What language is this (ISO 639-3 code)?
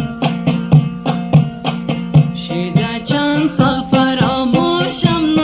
fas